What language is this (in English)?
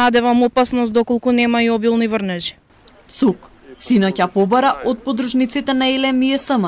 Macedonian